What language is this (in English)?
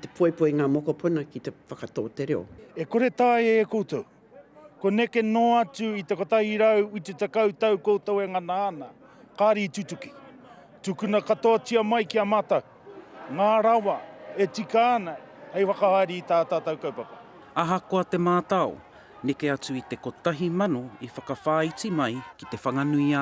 Māori